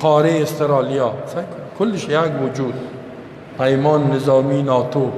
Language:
Persian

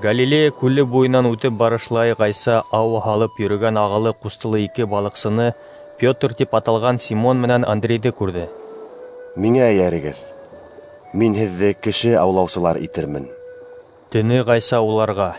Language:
Bashkir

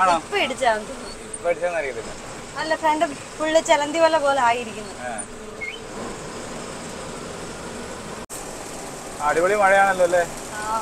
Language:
Malayalam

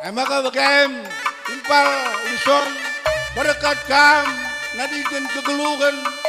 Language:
Batak Karo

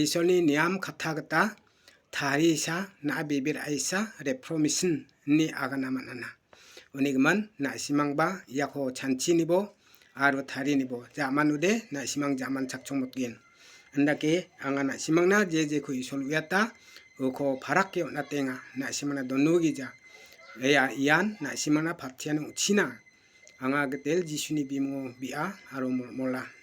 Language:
Garo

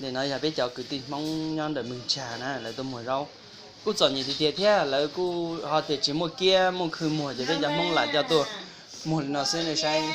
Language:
Hmong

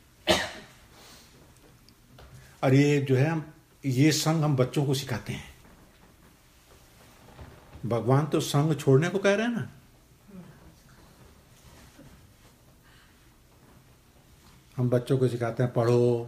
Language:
Hindi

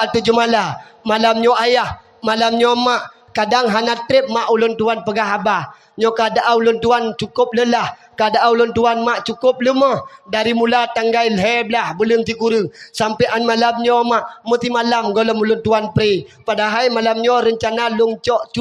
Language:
Achinese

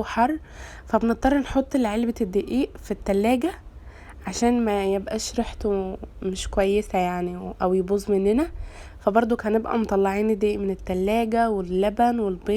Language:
Egyptian Arabic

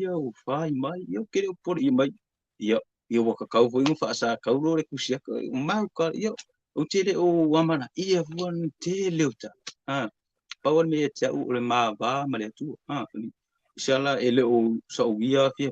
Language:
Samoan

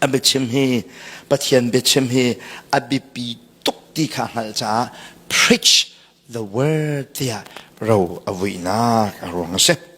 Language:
Hakha Chin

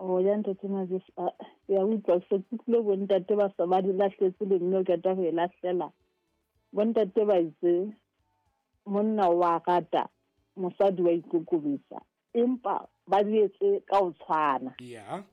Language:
Southern Sotho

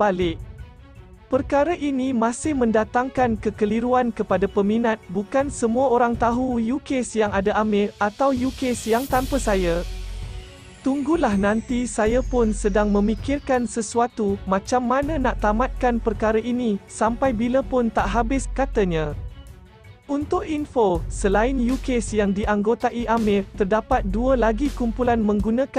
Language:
Malay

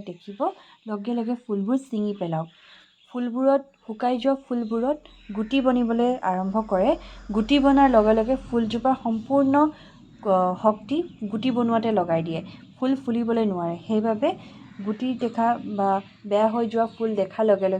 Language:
Assamese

